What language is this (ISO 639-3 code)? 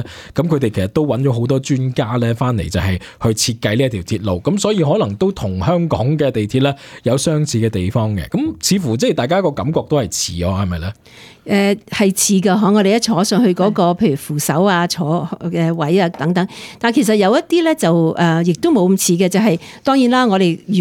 yue